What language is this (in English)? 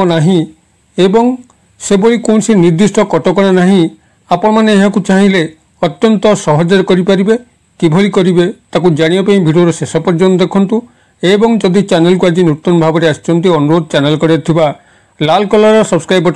Odia